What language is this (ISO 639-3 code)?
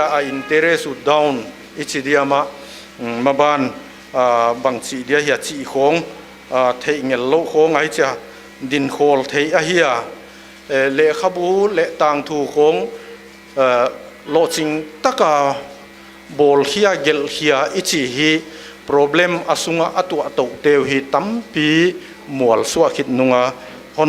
pck